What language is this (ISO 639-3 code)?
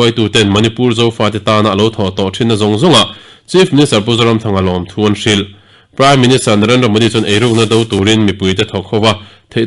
lus